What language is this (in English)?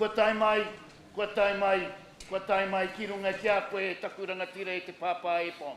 Māori